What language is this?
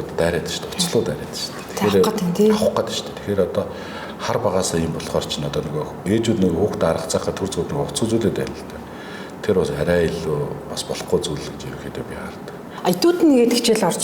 Mongolian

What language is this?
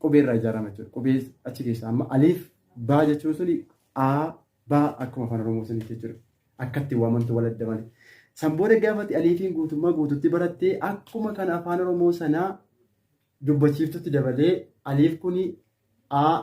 Oromo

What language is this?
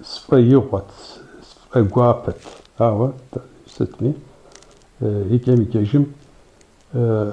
Kabardian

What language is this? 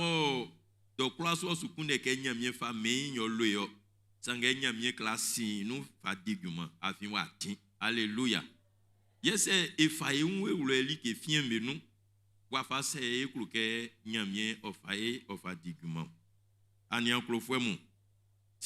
Baoulé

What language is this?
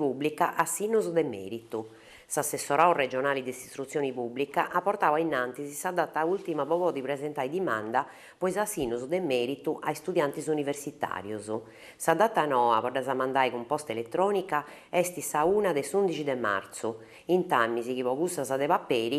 Sardinian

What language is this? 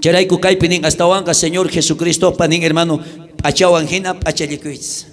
South Bolivian Quechua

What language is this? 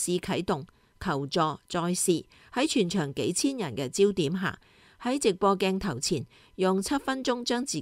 Cantonese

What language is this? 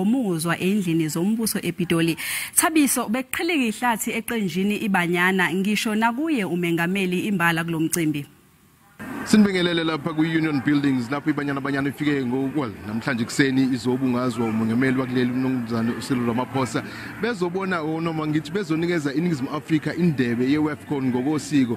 Zulu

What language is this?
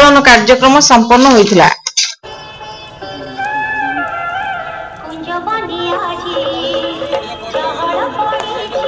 Odia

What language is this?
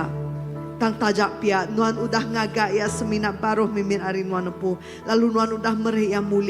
Iban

